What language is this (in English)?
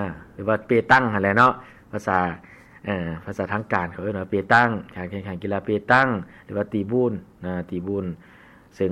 Lao